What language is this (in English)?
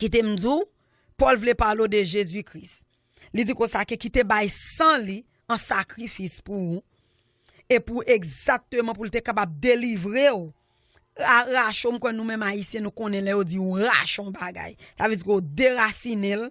Haitian Creole